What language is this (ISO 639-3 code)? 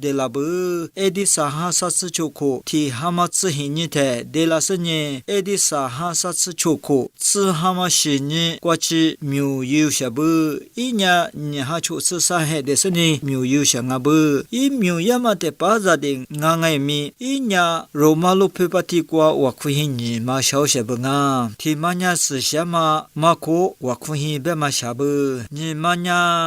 lis